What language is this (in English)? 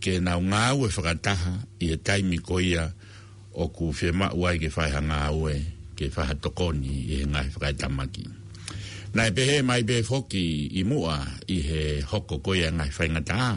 Tongan